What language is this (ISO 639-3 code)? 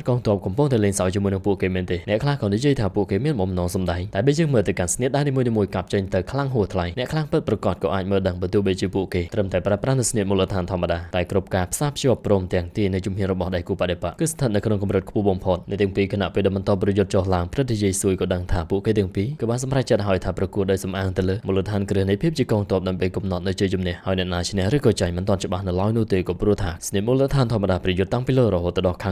khm